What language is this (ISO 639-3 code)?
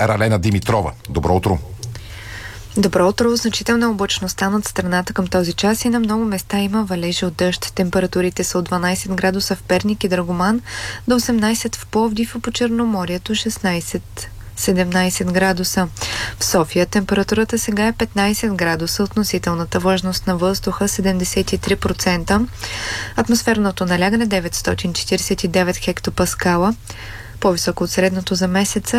bul